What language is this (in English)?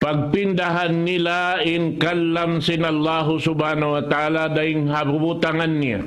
Tausug